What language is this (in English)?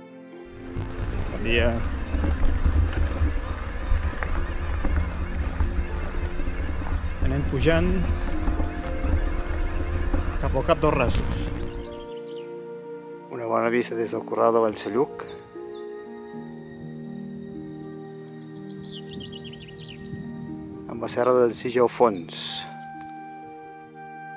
Catalan